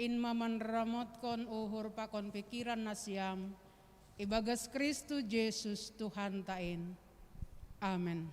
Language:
Batak Simalungun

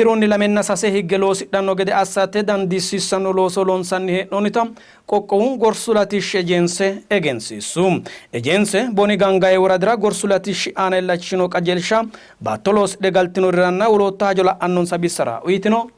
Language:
Sidamo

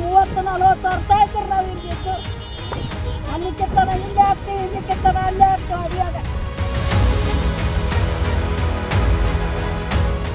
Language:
Kannada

